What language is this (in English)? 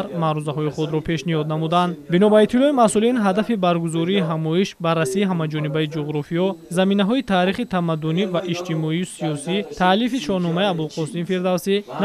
Tajik